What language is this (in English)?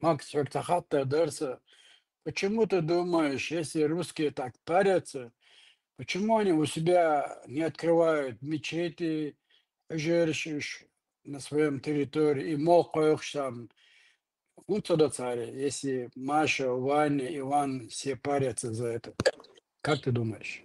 Chechen